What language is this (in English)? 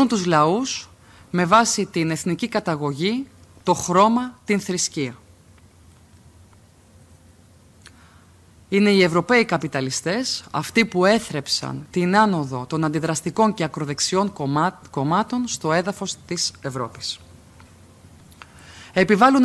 Greek